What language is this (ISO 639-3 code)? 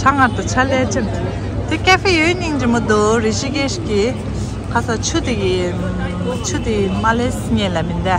bod